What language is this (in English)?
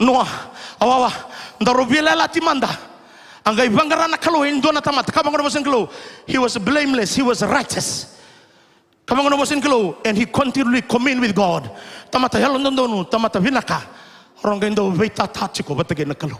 Fijian